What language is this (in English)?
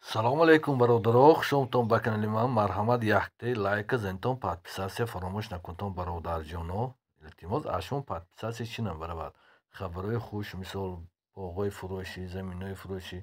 Tajik